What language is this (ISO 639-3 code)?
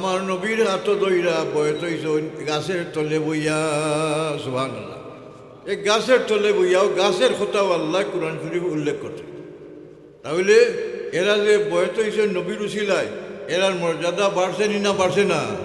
syl